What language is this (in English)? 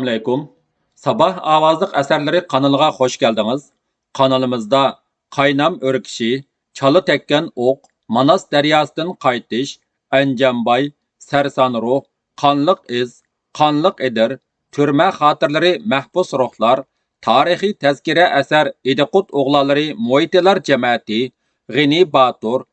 Uyghur